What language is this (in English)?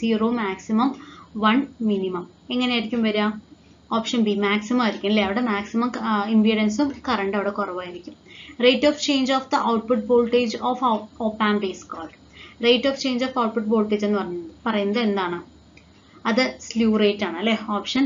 Malayalam